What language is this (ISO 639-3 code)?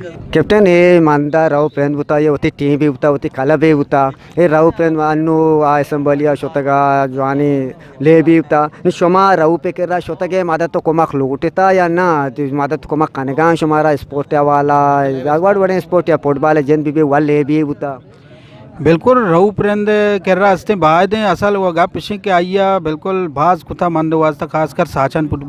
bgp